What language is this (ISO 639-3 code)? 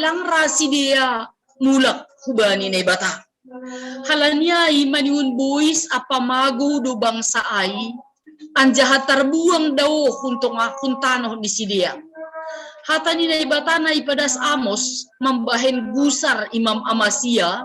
bts